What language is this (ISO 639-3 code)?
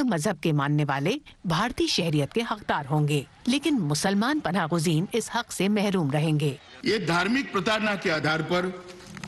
urd